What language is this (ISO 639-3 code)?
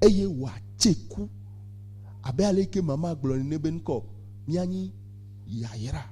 ewe